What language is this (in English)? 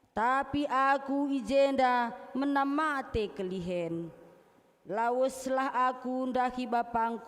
Batak Karo